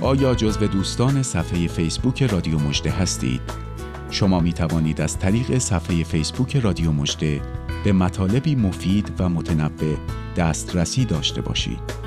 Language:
Persian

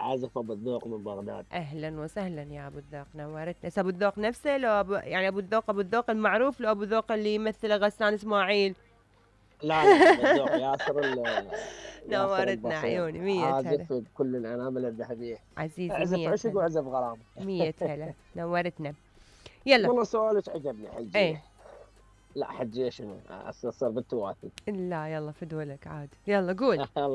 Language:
Mesopotamian Arabic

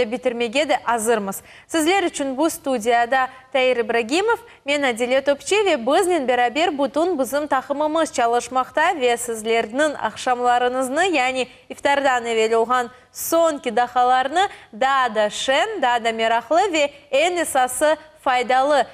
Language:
Crimean Tatar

